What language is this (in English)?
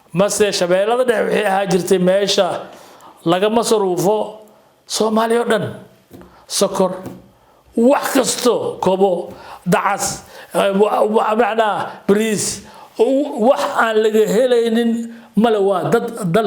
Somali